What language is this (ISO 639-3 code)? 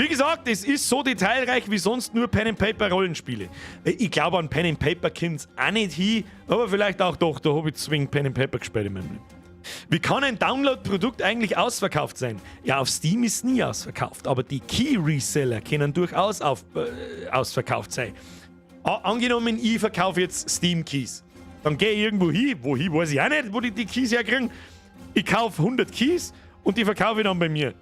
bar